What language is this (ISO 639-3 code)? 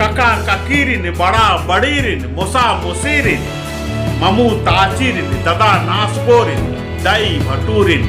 kru